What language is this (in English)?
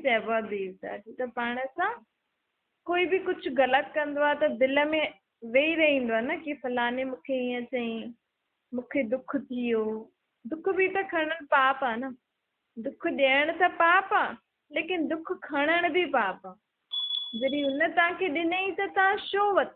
Sindhi